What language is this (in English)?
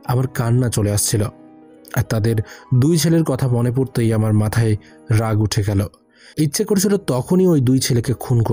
Bangla